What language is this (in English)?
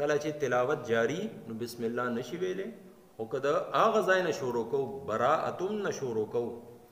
Pashto